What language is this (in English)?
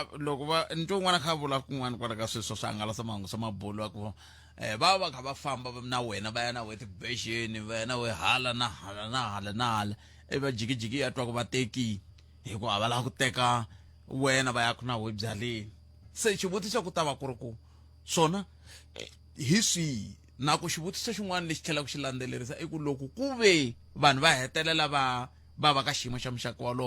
Tsonga